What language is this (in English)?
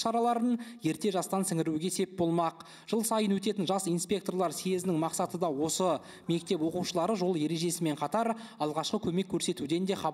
Kazakh